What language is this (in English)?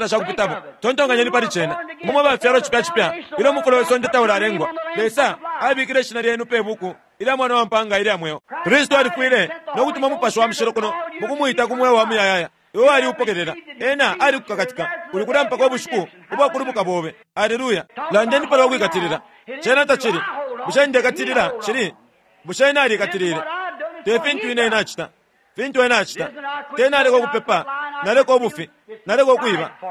Bemba